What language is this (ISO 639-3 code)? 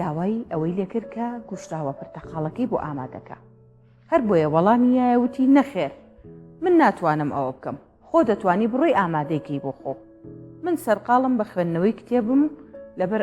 ckb